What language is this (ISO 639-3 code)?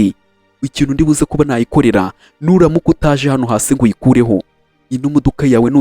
kin